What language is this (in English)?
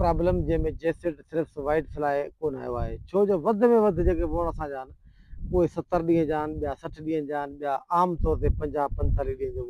Sindhi